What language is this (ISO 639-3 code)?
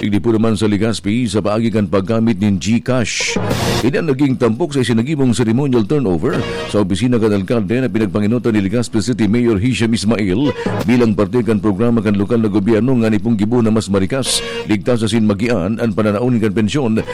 bik